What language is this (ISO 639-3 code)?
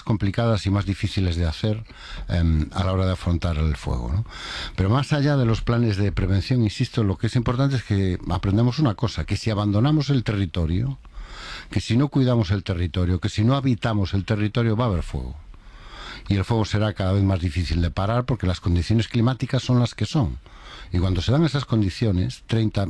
spa